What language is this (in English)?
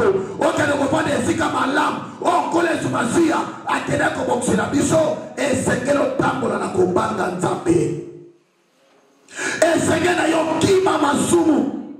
Lingala